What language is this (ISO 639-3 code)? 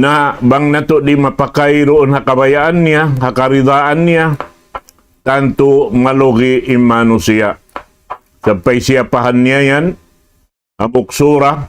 tsg